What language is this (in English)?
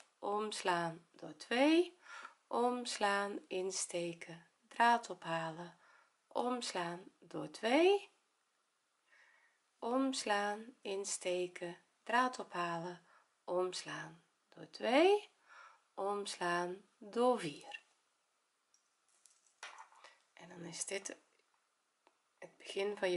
Dutch